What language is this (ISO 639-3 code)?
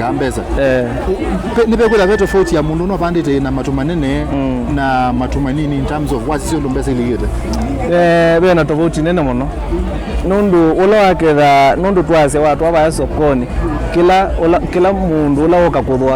kam